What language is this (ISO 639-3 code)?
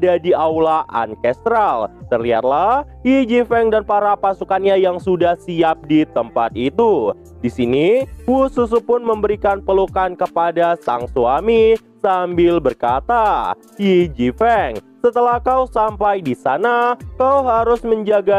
ind